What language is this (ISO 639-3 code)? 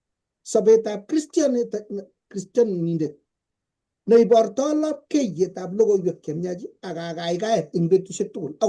kln